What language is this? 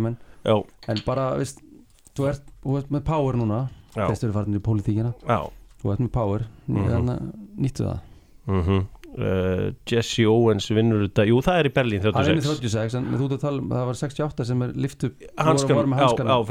Icelandic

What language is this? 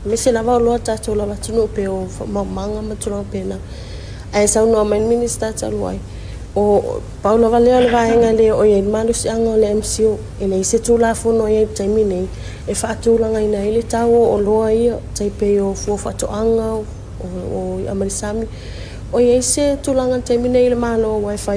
Samoan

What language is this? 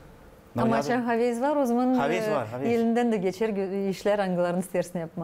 Gagauz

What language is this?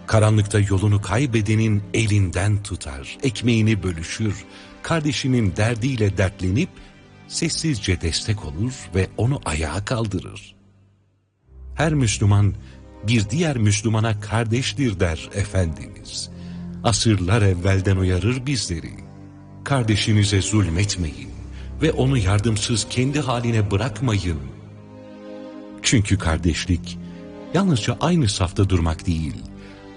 Turkish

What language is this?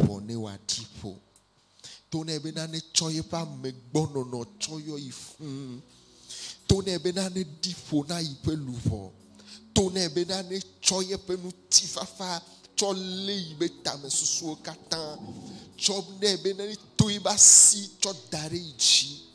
Ewe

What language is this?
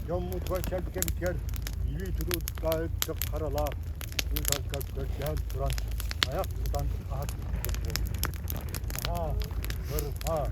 Yakut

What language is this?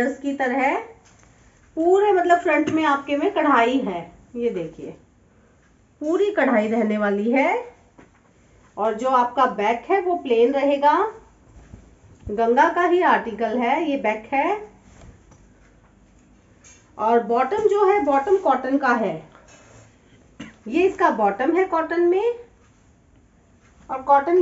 Hindi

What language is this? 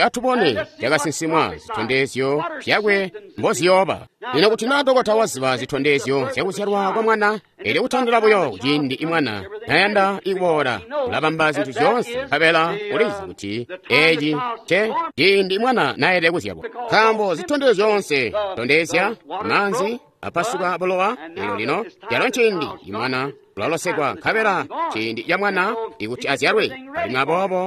Tonga (Zambia)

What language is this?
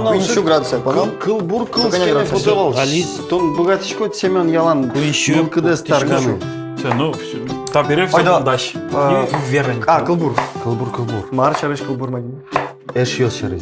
Udmurt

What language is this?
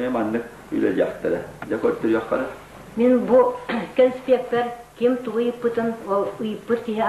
Yakut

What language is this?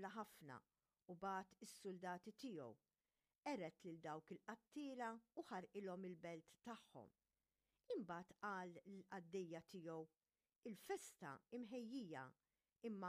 Maltese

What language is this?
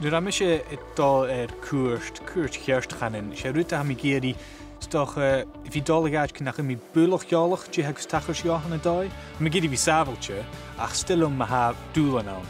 Scottish Gaelic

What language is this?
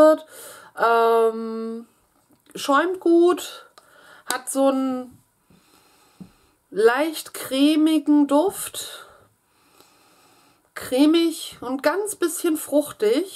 German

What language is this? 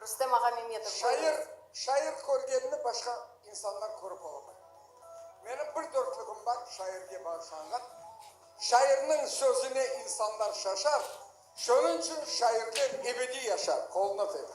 Crimean Tatar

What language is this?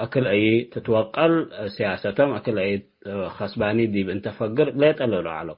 Tigre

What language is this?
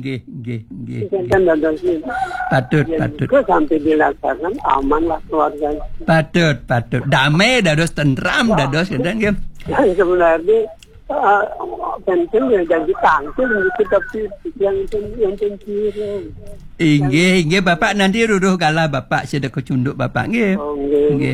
Balinese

